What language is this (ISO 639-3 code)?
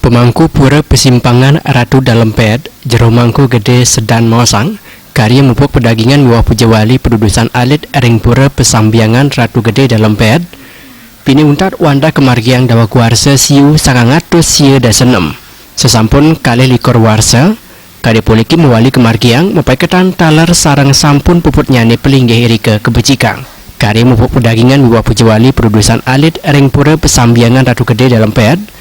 ban